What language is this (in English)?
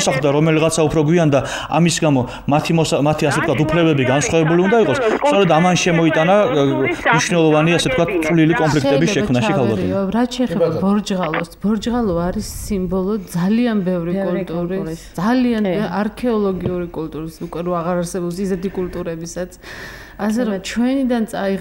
Georgian